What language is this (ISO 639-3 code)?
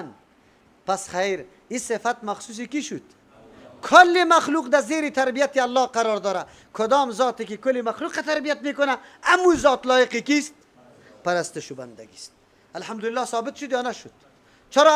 fas